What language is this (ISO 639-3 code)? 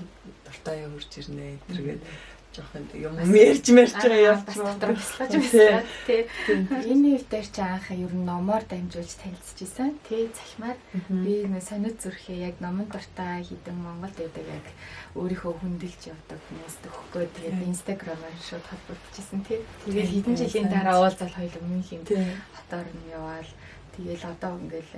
mon